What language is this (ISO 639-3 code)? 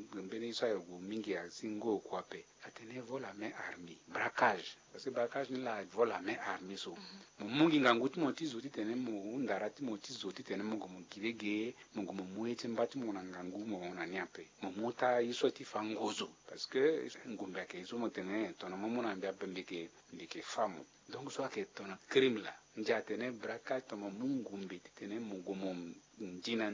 sag